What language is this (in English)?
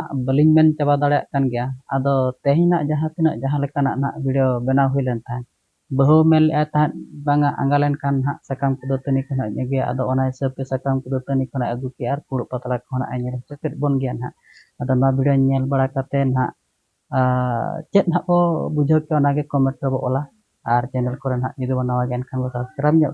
Santali